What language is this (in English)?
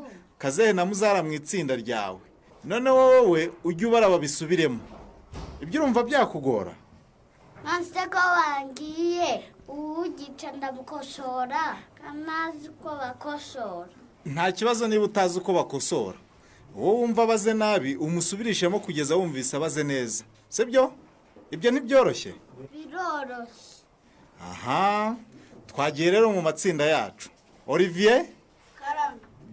Kinyarwanda